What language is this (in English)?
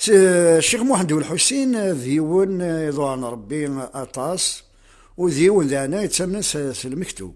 Kabyle